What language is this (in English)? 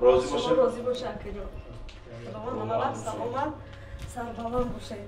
Tajik